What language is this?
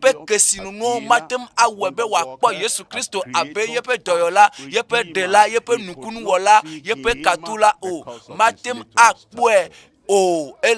Ewe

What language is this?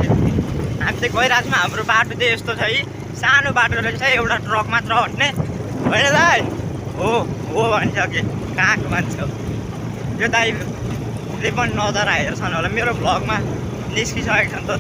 Nepali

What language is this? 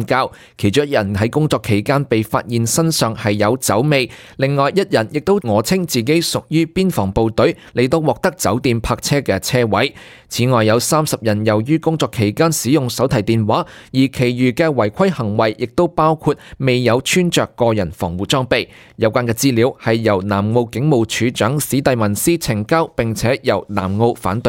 Cantonese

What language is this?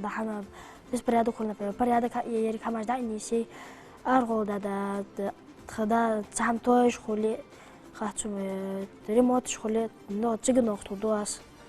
Ingush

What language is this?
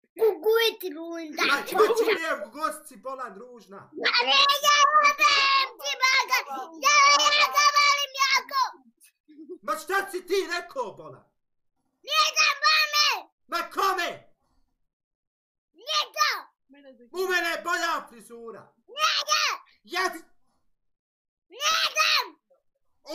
Bosnian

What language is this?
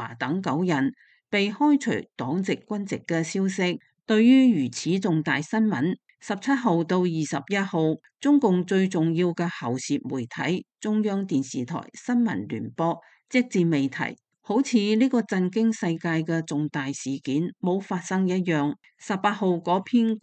Cantonese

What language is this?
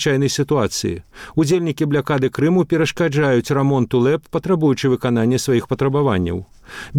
Belarusian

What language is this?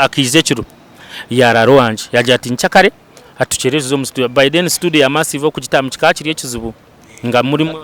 Nyankole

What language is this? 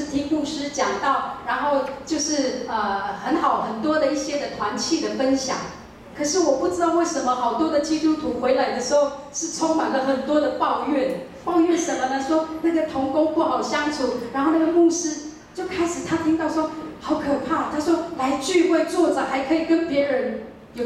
Chinese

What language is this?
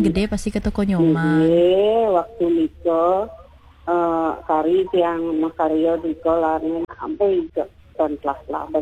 Balinese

